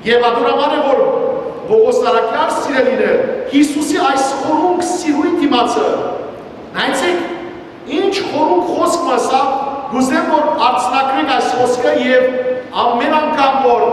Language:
Western Armenian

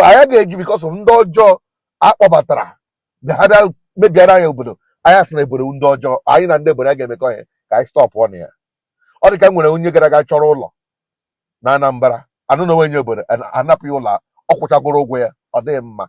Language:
Igbo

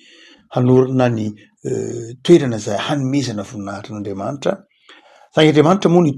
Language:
Malagasy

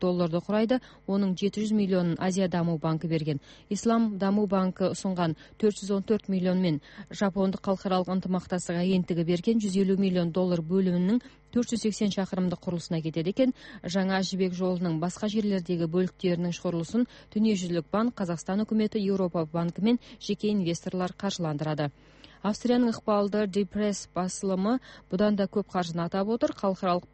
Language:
Kazakh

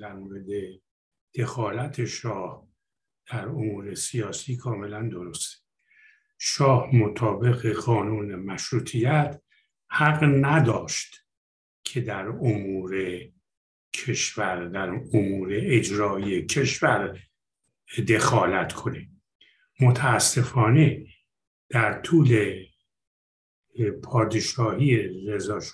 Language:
Persian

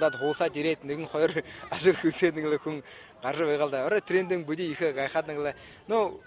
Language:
Buriat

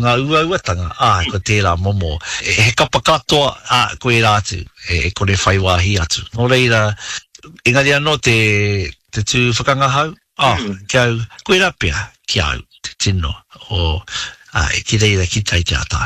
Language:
Māori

